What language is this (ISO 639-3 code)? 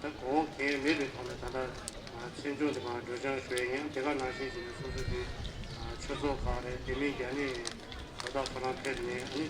bod